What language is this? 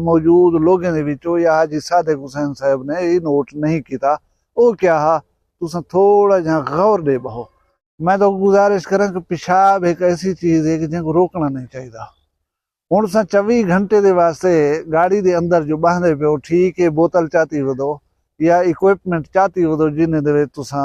Saraiki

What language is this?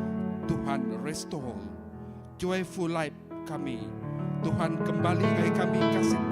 Iban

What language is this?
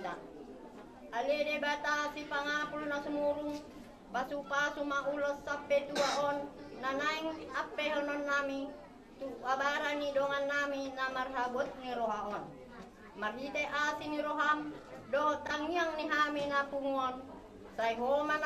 Batak Toba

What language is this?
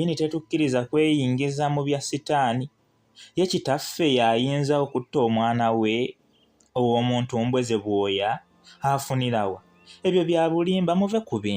Ganda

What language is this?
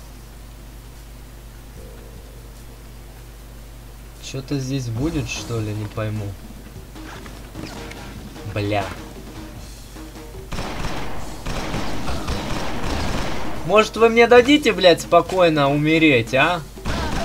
Russian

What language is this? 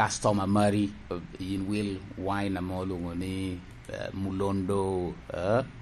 Lango (Uganda)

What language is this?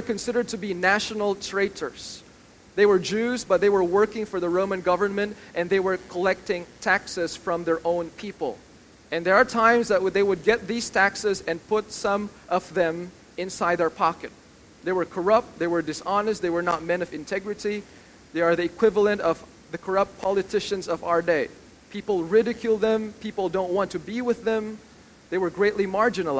English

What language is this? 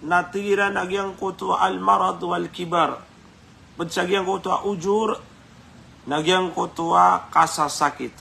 Maranao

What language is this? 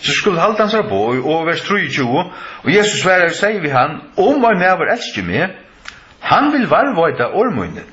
Faroese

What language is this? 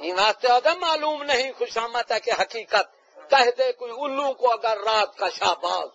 Saraiki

